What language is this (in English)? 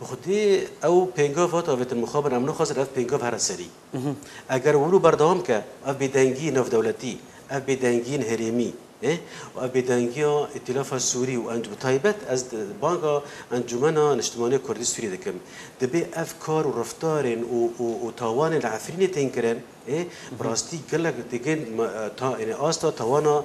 Kurdish